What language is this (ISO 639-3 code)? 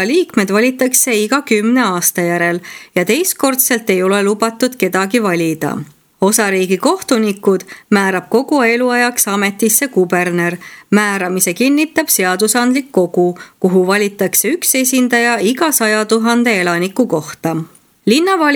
est